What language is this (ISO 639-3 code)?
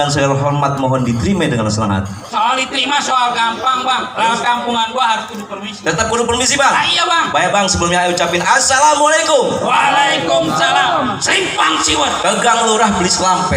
bew